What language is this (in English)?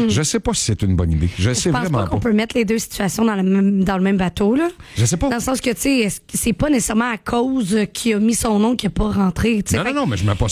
French